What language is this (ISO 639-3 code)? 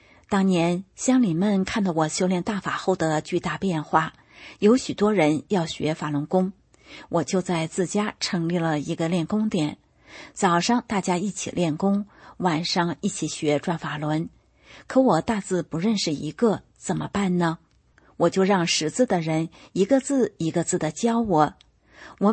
zho